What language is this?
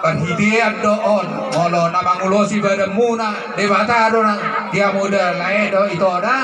Batak Toba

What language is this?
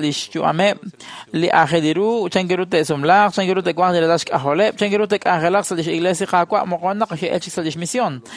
Kekchí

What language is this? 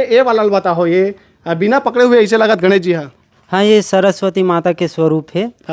Chhattisgarhi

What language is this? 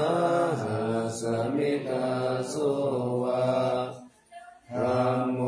Pali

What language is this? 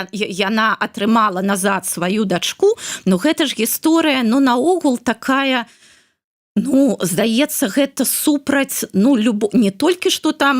Belarusian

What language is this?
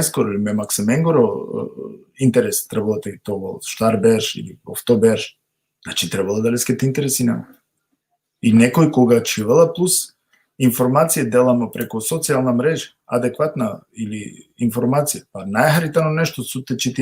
Balkan Romani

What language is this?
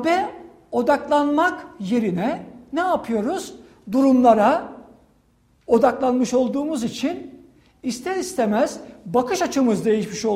Turkish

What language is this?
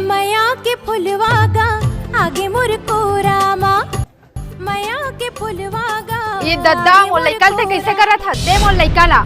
Chhattisgarhi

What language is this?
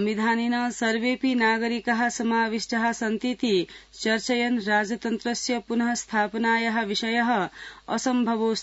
Sanskrit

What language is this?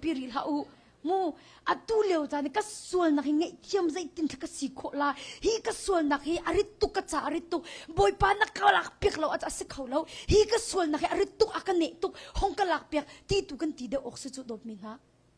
Hakha Chin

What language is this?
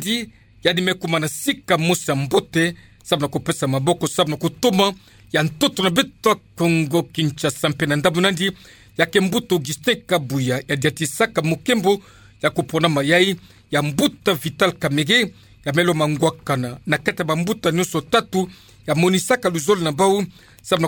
Kituba (Democratic Republic of Congo)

